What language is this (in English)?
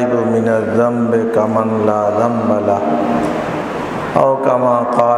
Bangla